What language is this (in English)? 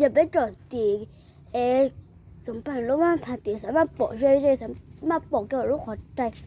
Hmong